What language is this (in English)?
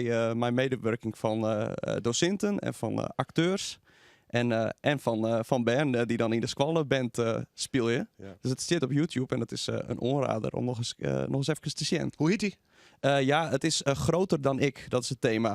Western Frisian